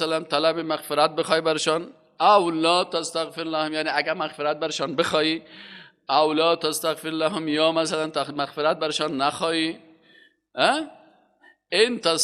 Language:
Persian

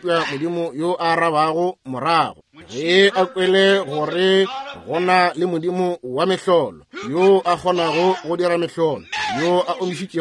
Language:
Northern Sotho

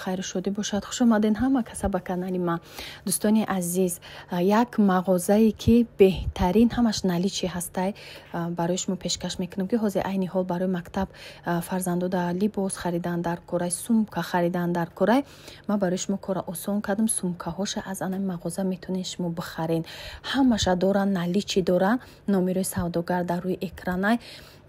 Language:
Tajik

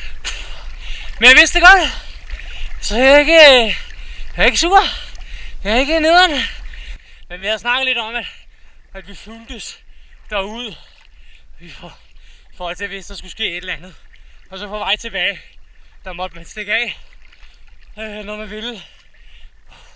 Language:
Danish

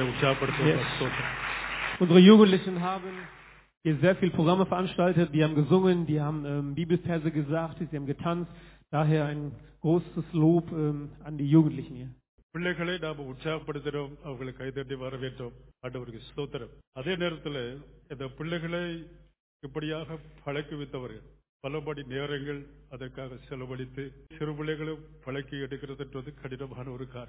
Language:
Tamil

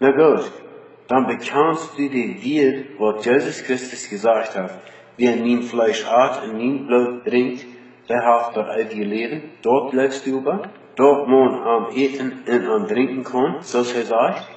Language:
Plautdietsch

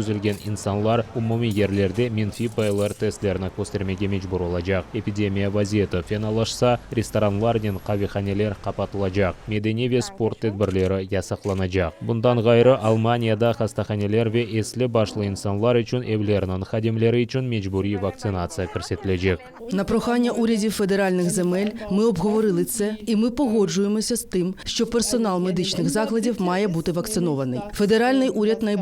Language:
Crimean Tatar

